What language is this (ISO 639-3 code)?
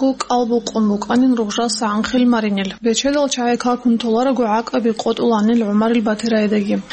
ava